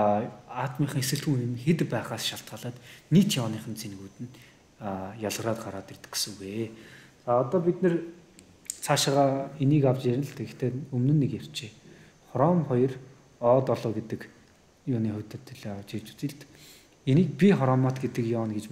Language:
Mongolian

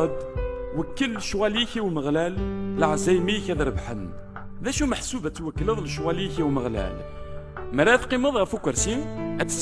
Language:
Kabyle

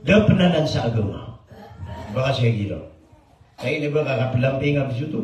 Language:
Maranao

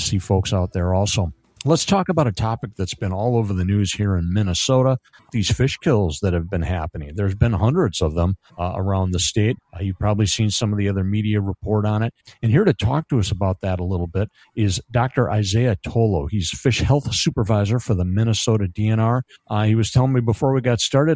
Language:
English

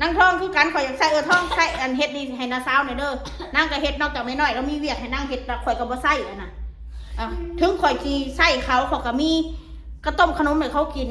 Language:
Northeastern Thai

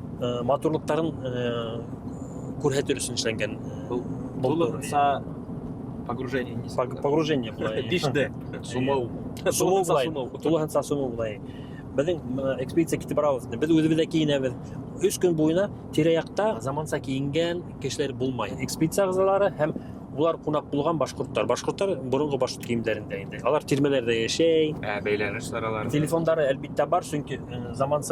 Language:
Bashkir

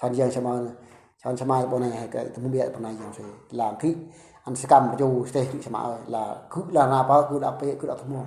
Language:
Eastern Bru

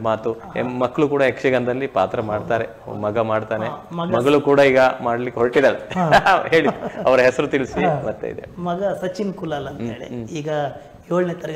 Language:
Kannada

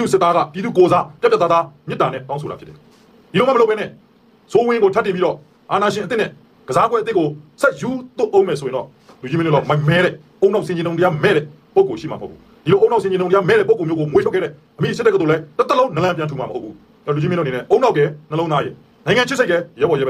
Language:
Burmese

